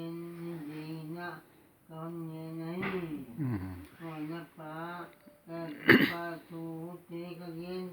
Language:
Paite Chin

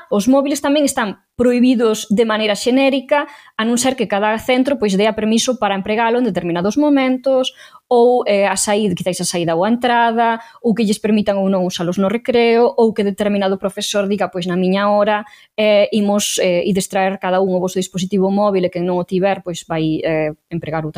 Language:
Galician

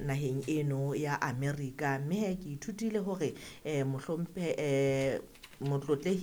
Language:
Southern Sotho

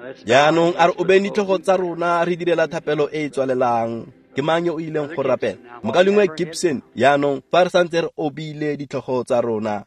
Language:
Tswana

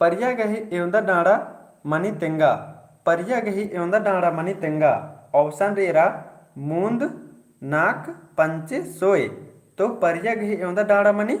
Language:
Kurukh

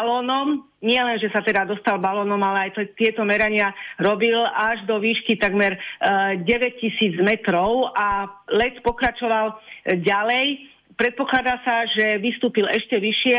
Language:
Slovak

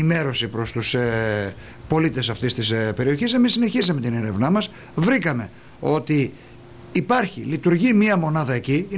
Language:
Greek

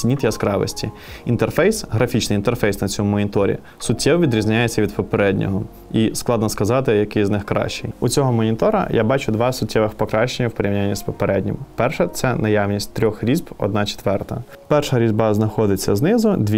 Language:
Ukrainian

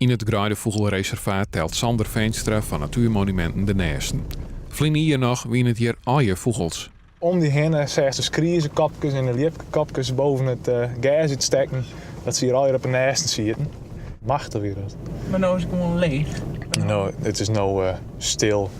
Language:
Western Frisian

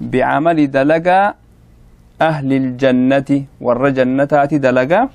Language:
Oromo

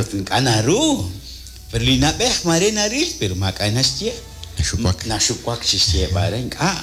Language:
Kekchí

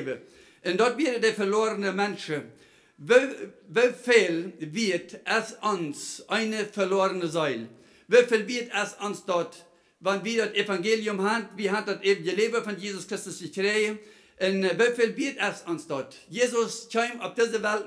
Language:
Plautdietsch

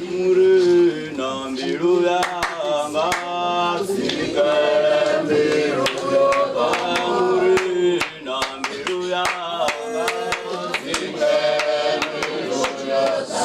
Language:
Venda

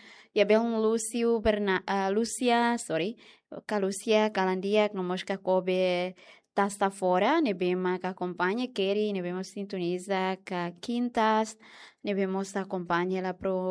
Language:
Tetum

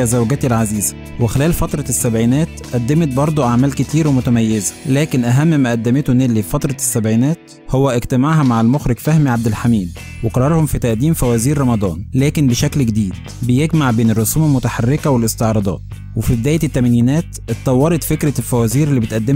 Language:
Egyptian Arabic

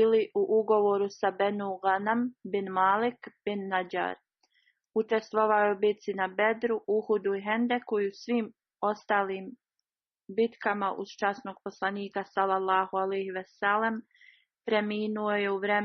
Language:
Bosnian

